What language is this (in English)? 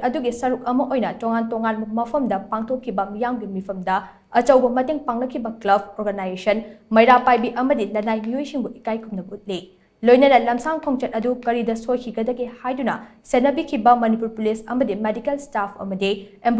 Manipuri